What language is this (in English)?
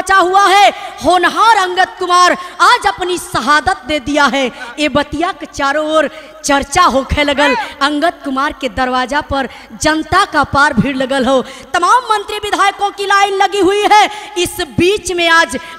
Bhojpuri